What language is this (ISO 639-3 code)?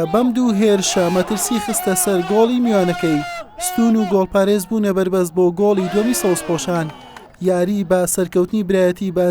ckb